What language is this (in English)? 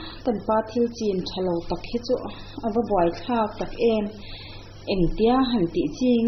Mizo